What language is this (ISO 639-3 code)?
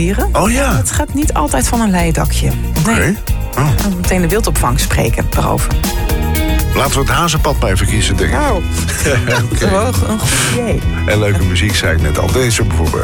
nld